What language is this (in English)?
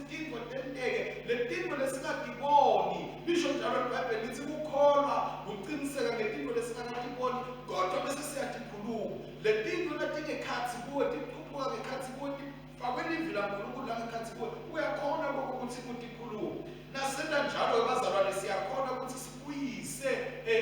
Swati